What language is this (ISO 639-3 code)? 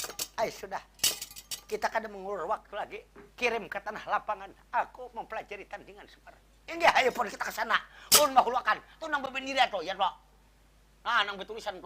bjn